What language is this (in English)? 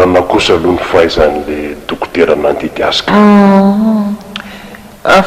Malagasy